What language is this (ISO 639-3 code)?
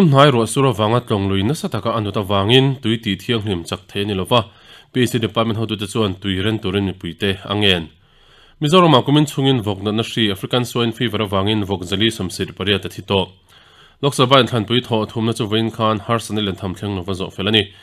lus